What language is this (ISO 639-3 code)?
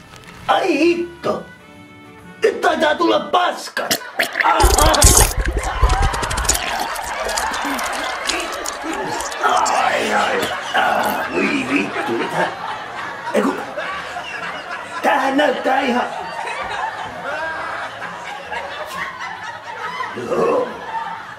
fin